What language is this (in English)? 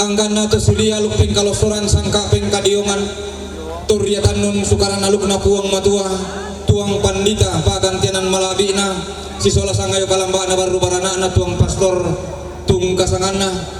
Toraja-Sa'dan